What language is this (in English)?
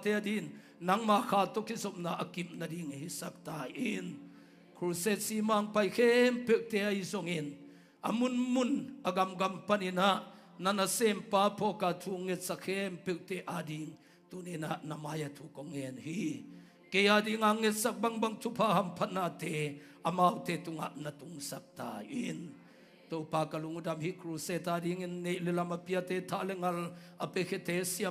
Tedim Chin